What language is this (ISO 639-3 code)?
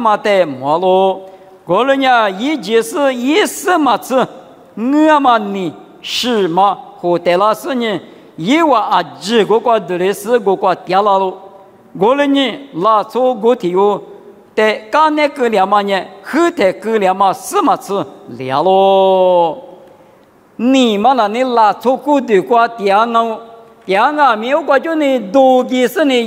lis